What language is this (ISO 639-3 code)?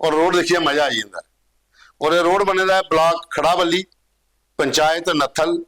doi